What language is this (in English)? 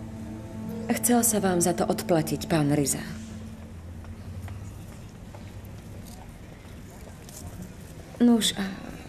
Slovak